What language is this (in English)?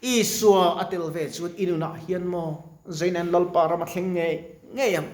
Mizo